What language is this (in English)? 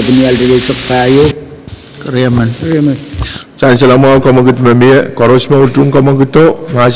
Pohnpeian